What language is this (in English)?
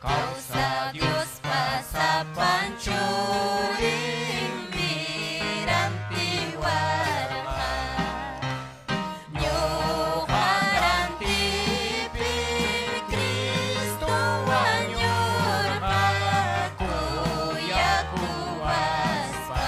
Ayacucho Quechua